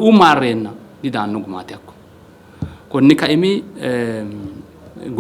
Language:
Sidamo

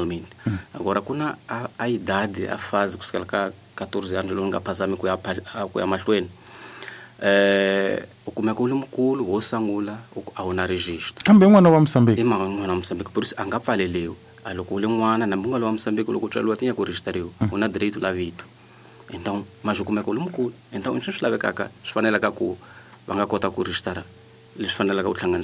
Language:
Tsonga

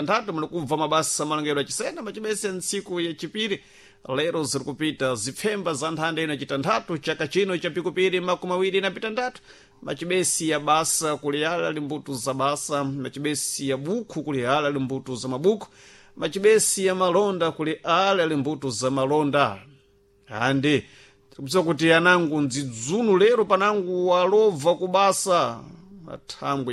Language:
Sena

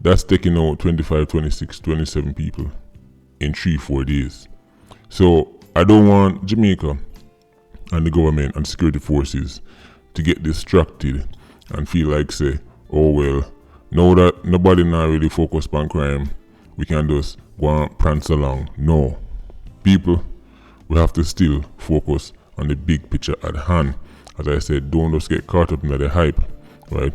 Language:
Jamaican Creole English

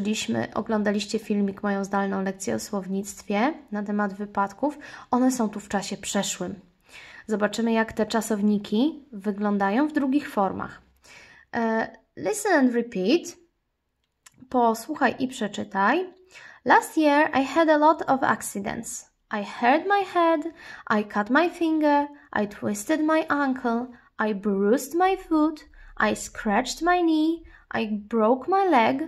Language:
Polish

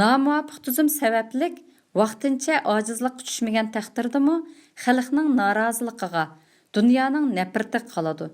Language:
Uyghur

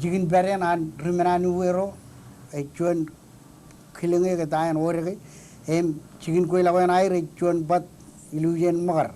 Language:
Marshallese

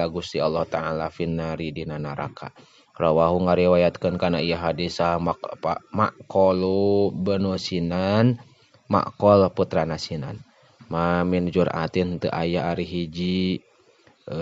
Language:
Sundanese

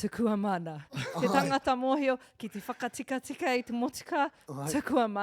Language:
Māori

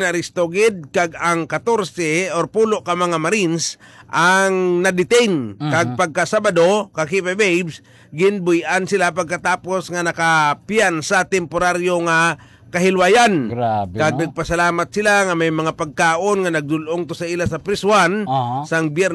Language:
Hiligaynon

